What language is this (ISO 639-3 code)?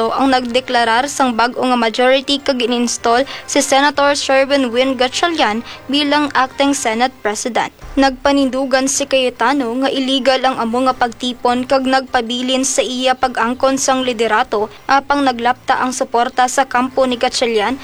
hil